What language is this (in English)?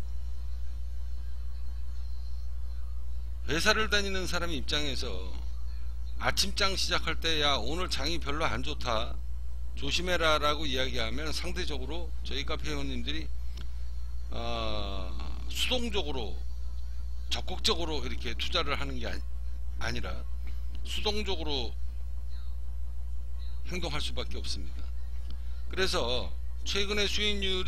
Korean